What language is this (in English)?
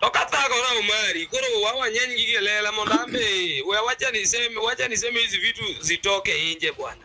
Luo (Kenya and Tanzania)